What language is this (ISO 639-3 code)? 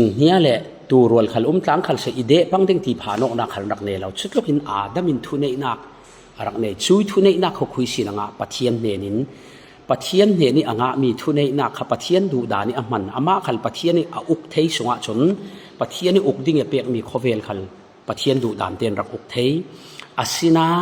cfm